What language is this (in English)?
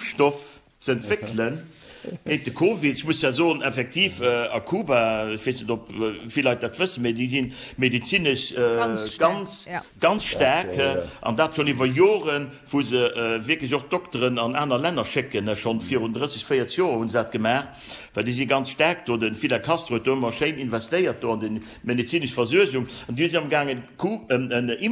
Luxembourgish